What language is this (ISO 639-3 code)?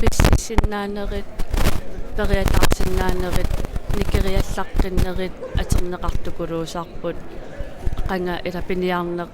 kal